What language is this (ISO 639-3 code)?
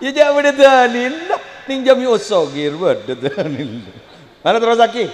mad